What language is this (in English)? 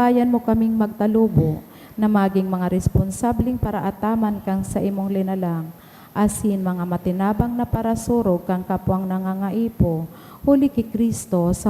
Bikol